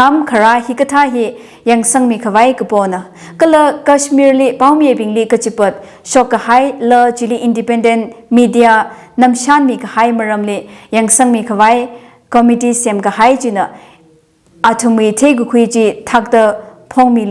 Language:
Tangkhul Naga (India)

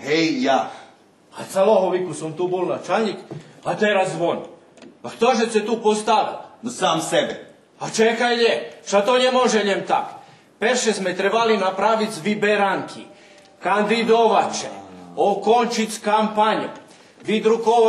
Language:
Rusyn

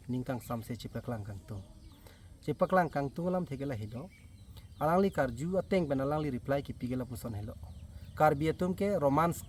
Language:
Karbi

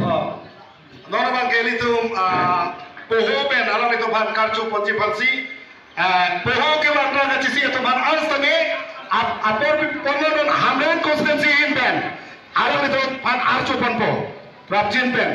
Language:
Karbi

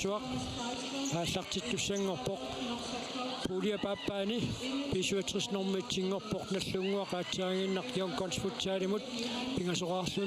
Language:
Kalaallisut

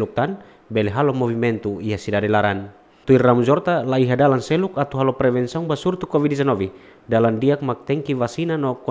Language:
Tetum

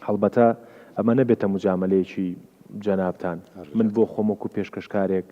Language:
Kurdish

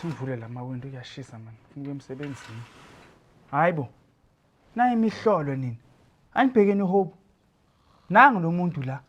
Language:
Zulu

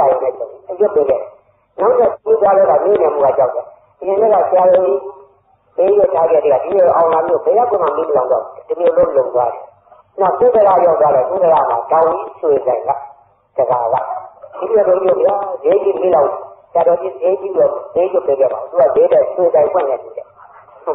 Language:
Burmese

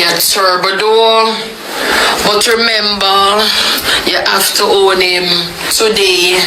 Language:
Jamaican Creole English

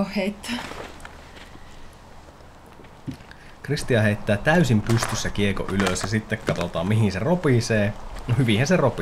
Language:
Finnish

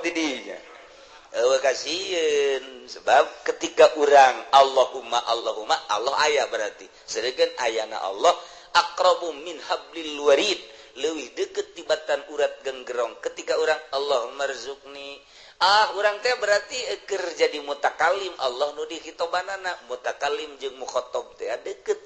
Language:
Sundanese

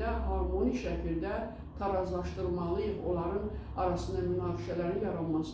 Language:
Azerbaijani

